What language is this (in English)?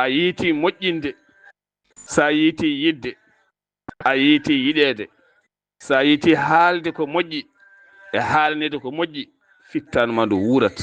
Fula